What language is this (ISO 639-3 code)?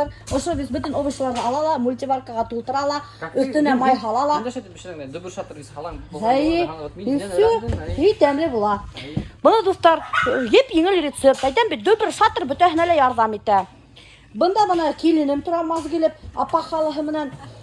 bak